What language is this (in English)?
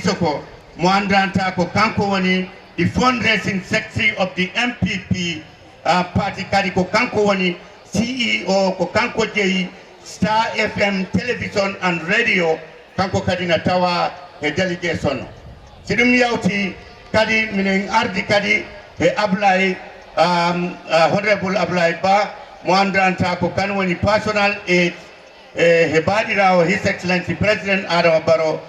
Fula